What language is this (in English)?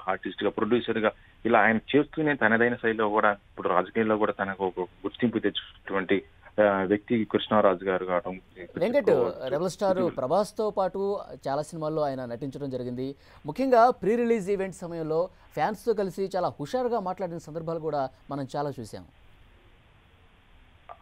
Telugu